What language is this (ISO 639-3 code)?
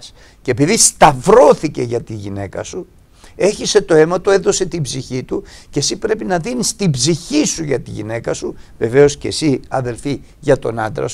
ell